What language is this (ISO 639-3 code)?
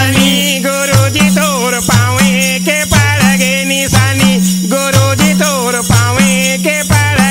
hne